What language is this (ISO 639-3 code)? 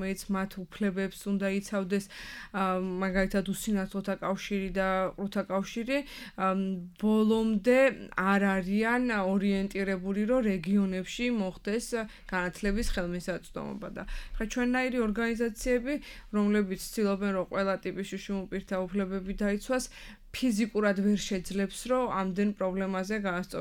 kat